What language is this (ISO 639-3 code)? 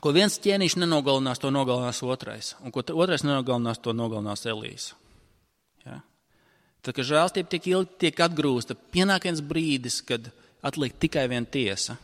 lav